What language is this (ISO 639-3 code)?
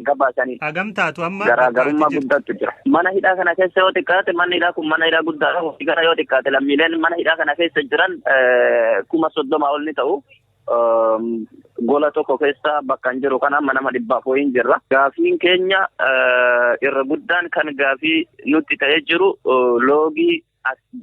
orm